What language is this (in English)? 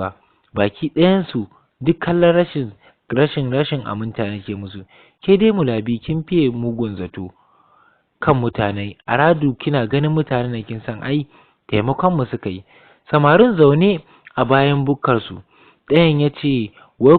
Hausa